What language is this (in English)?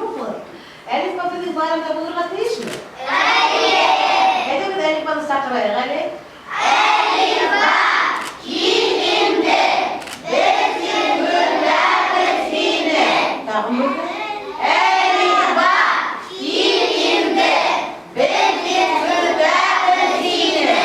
Bashkir